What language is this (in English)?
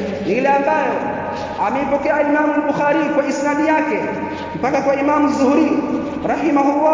Swahili